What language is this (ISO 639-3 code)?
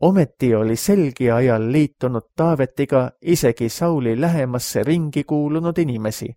est